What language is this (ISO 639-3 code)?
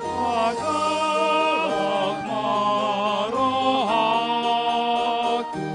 bbc